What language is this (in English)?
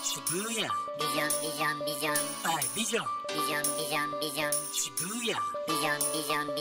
Japanese